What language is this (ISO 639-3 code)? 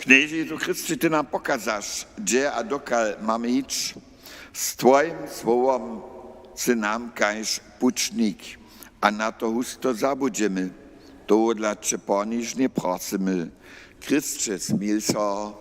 hsb